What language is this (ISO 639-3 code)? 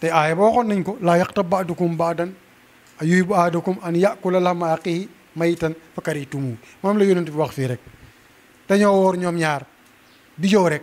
wol